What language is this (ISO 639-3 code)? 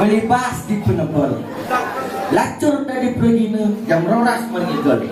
ban